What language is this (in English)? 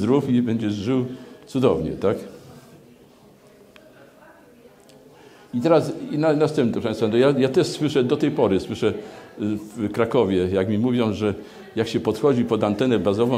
Polish